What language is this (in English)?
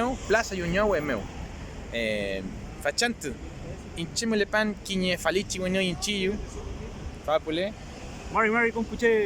Mapuche